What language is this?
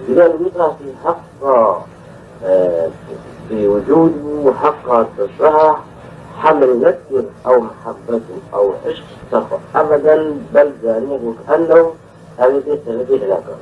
Kurdish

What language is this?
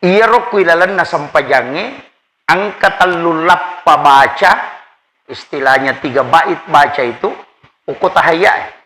Buginese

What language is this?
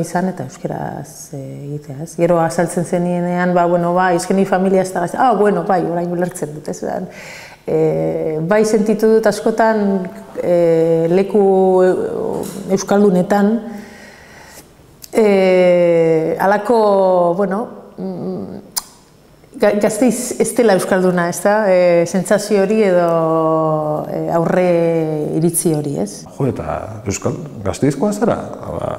Basque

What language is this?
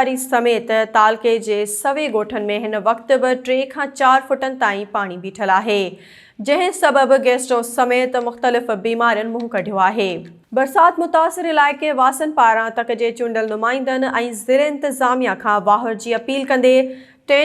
Sindhi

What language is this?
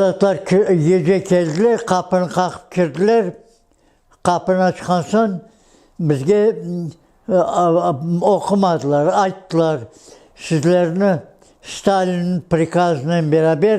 Crimean Tatar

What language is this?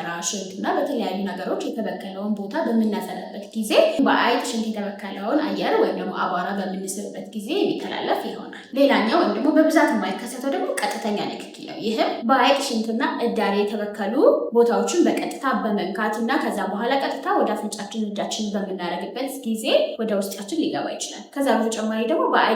Amharic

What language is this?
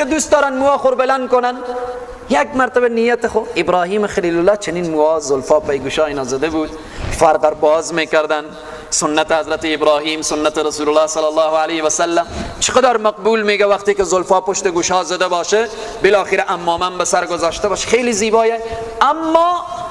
Persian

